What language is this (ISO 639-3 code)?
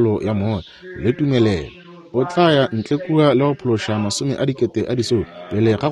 nso